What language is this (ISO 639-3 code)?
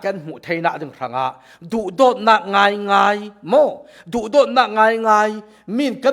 cfm